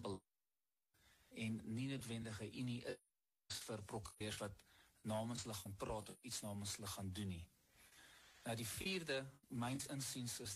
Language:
Afrikaans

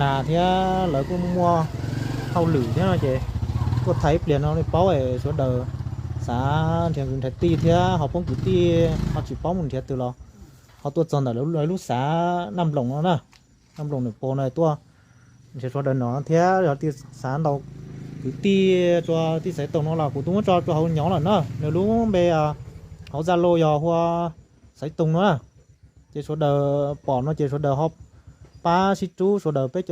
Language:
Hmong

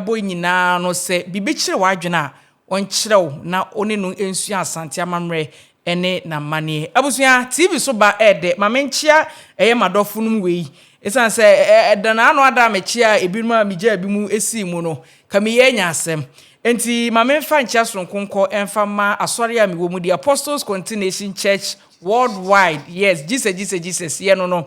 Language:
Akan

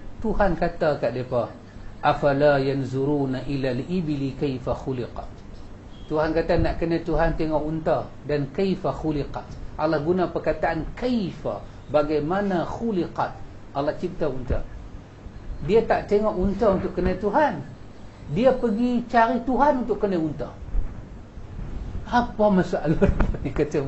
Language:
Malay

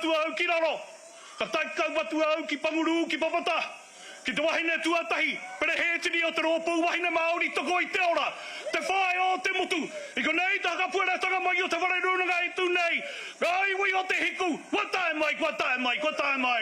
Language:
Māori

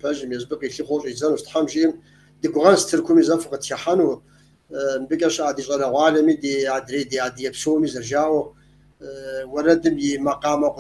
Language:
Kabardian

